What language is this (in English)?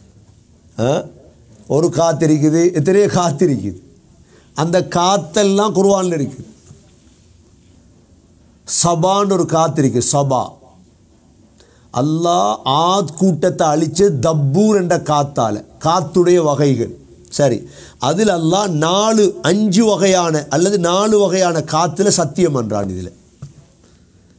Tamil